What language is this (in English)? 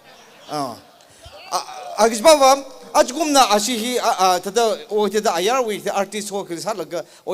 Tangkhul Naga (India)